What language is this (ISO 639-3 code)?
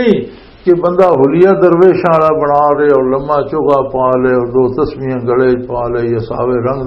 lah